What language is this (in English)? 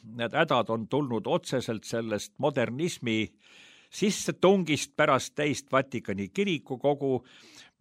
Estonian